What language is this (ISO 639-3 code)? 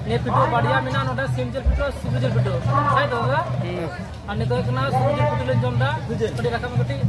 sat